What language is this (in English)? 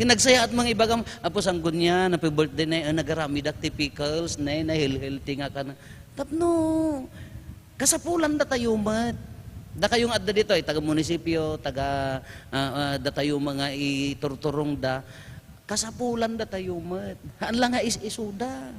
Iloko